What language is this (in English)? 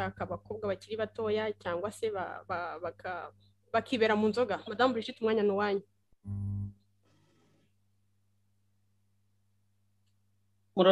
Kinyarwanda